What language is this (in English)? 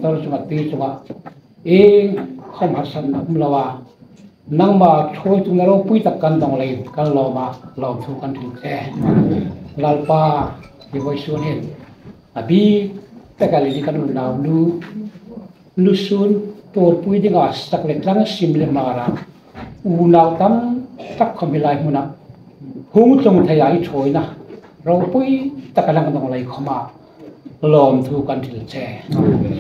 Hmar